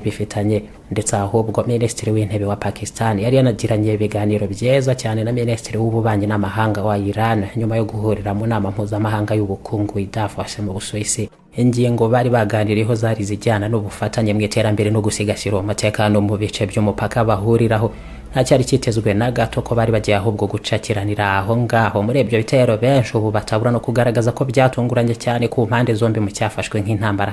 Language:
Kinyarwanda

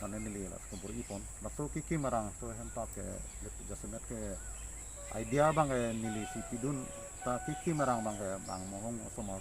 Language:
Karbi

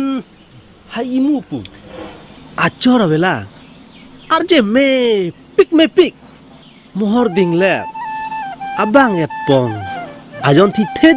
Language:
Karbi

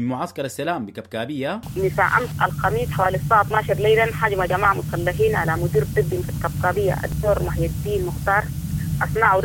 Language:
Sudanese Arabic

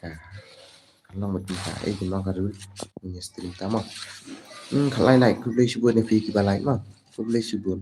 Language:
Khasi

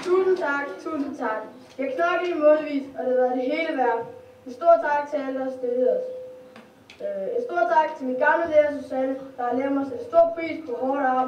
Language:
Danish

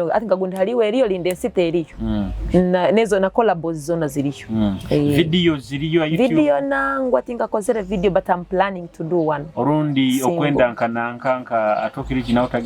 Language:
Nyoro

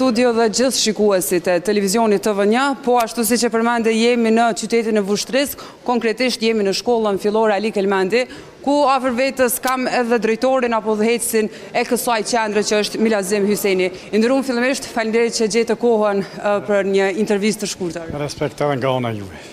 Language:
Albanian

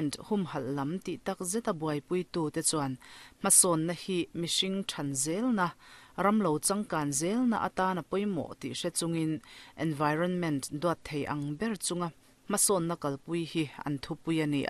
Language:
Mizo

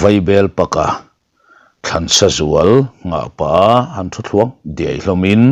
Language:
Mizo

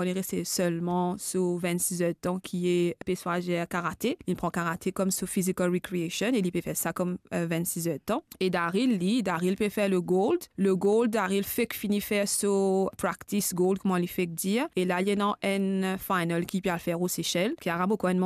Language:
Morisyen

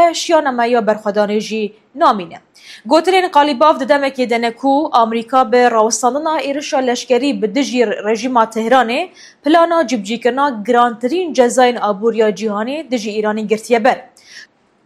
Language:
Kurdish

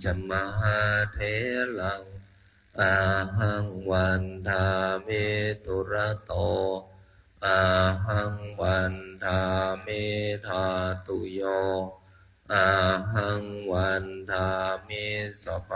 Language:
Pali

